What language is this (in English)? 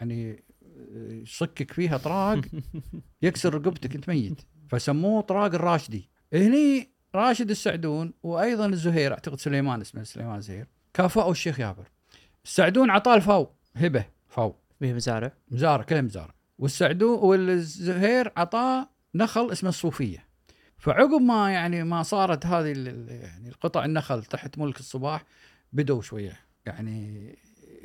Gulf Arabic